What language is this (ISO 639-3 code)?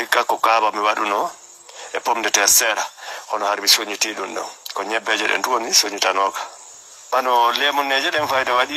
ful